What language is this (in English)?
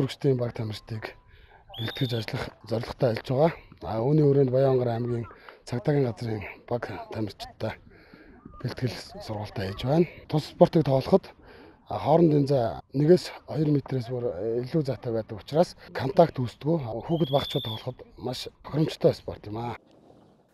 Mongolian